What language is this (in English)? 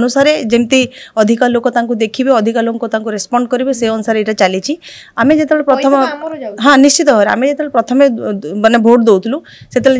Odia